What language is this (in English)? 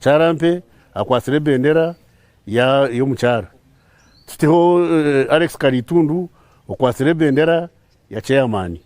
Nyankole